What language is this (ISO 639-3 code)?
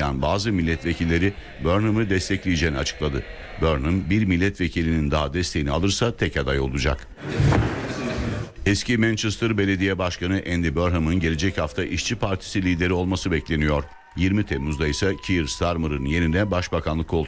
tur